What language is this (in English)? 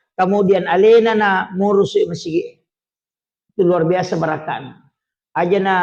Buginese